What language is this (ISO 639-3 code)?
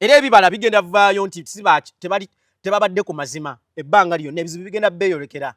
lug